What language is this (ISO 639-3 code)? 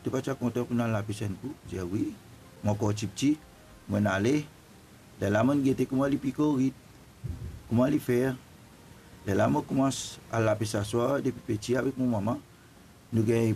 mfe